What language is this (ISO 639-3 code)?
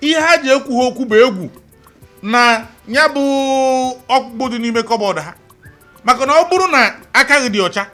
ibo